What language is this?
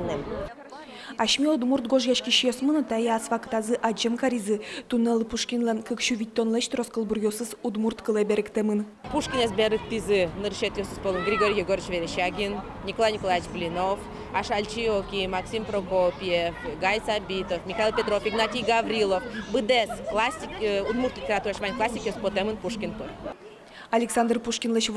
Udmurt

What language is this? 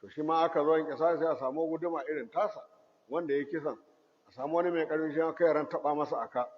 Hausa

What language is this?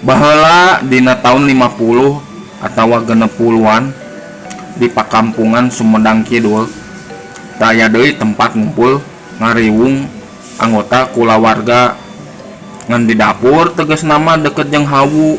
Sundanese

